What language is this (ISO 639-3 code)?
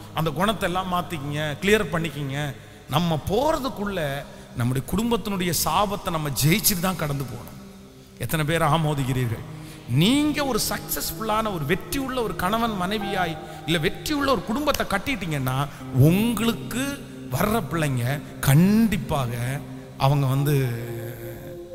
tam